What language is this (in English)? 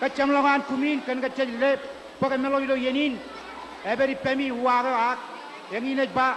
Marshallese